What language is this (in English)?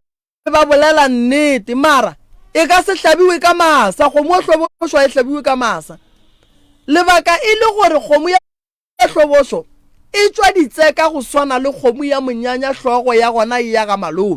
Northern Sotho